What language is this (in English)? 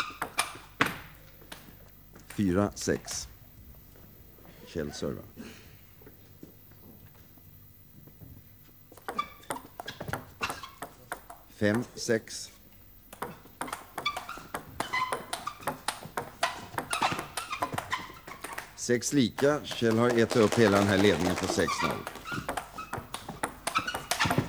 Swedish